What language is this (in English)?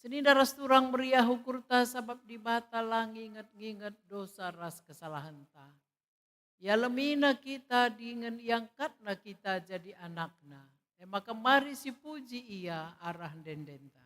Batak Karo